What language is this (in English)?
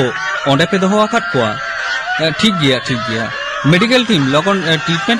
Santali